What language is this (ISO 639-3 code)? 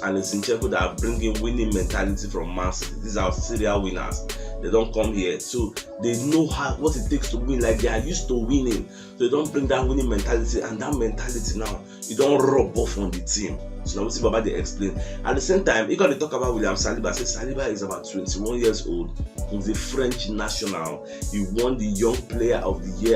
pcm